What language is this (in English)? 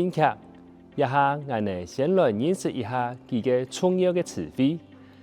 Hakka Chinese